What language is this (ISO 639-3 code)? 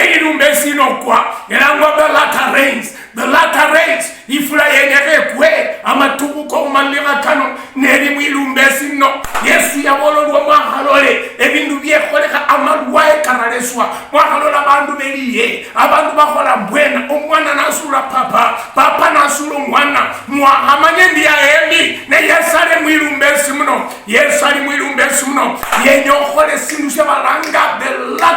luy